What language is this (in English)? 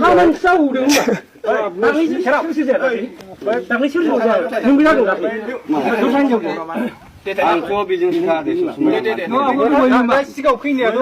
Bodo